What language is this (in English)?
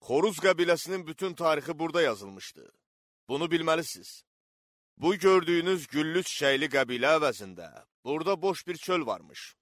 Azerbaijani